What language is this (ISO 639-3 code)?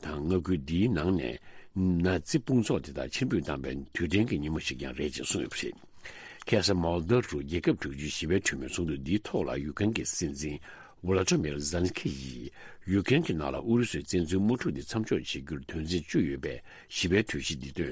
bod